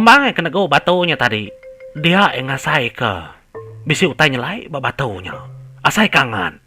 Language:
Iban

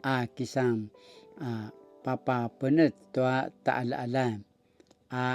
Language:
Paiwan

